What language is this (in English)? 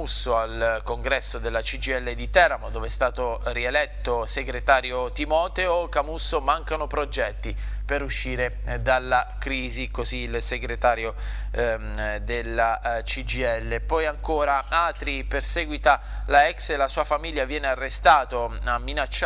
Italian